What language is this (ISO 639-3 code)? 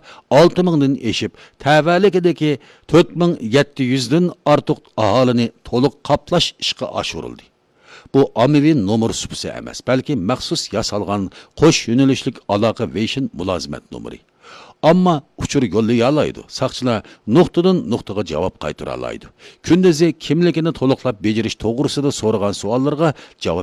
uig